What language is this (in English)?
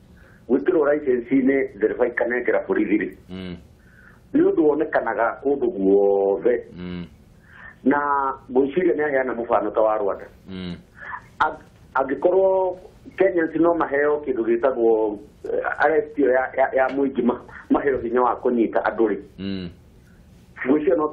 Kikuyu